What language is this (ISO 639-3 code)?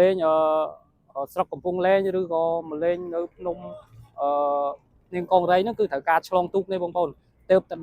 khm